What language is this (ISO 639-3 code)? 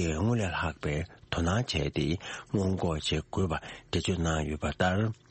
bod